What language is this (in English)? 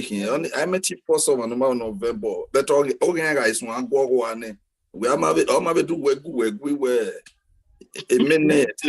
Bini